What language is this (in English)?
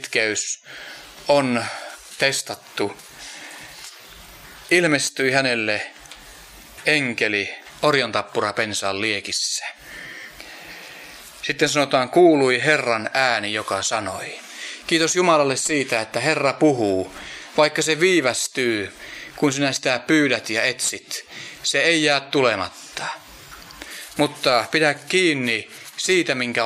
Finnish